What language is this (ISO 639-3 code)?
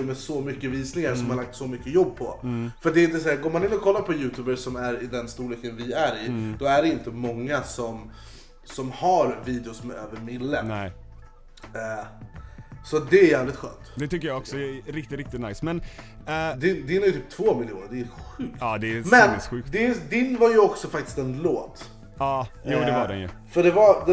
swe